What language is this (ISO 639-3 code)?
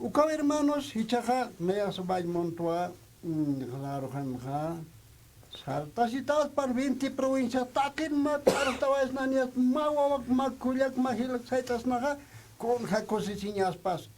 aym